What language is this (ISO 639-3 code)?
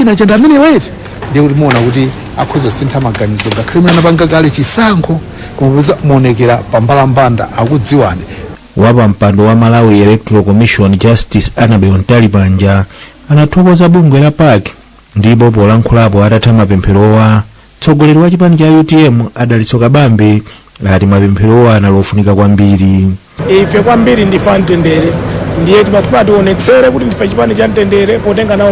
nya